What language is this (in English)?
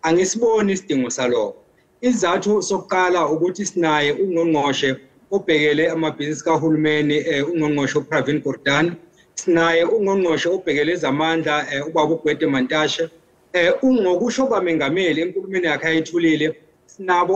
Zulu